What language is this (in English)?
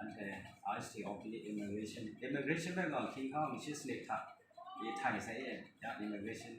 Kachin